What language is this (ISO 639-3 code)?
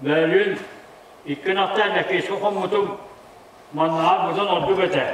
sah